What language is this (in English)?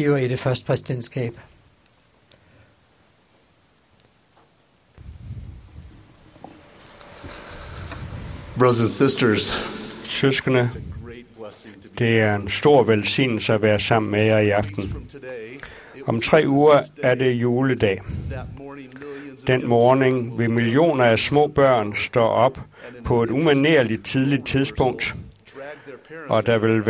Danish